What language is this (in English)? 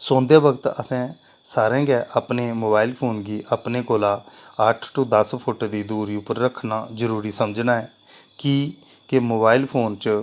Dogri